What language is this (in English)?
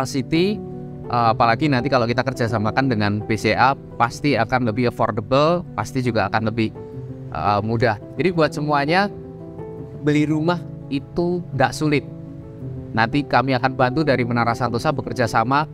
Indonesian